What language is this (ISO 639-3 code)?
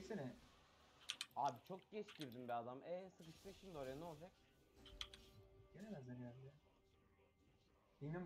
tur